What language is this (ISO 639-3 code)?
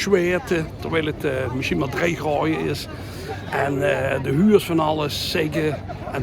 lim